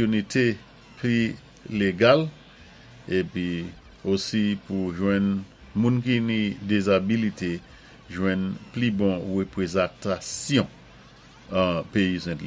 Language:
Saint Lucian Creole French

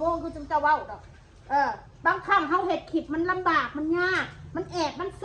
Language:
Northeastern Thai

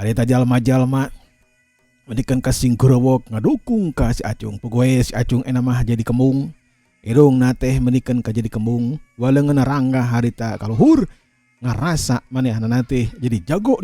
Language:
Sundanese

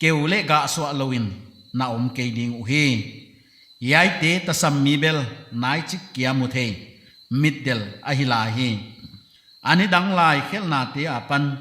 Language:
Paite Chin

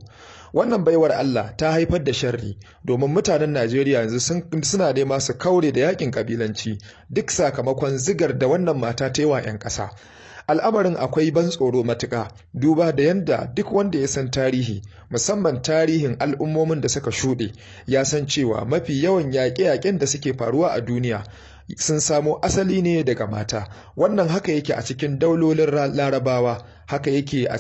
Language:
Hausa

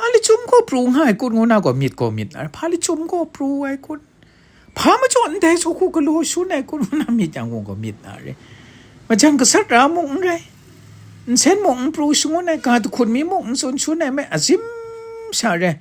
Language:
Kachin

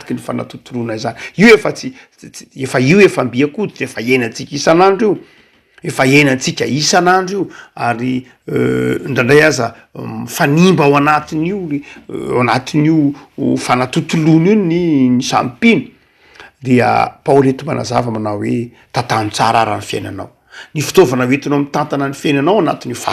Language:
Malagasy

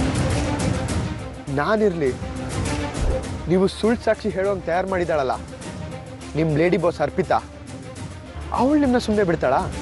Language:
Kannada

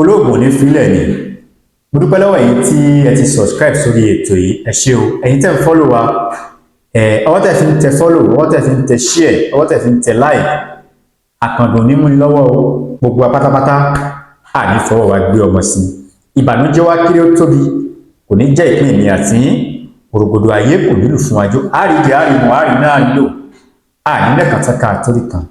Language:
Yoruba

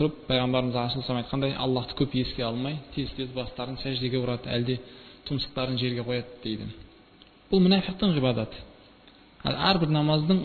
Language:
Kazakh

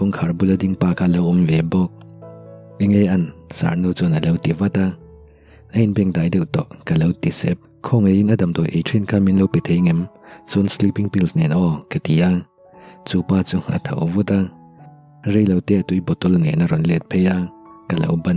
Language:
Mizo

